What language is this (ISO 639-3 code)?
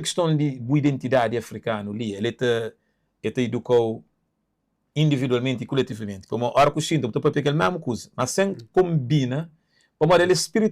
kea